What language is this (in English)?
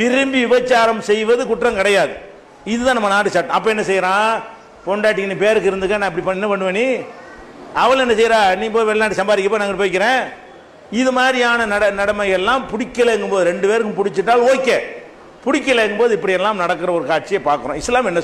Tamil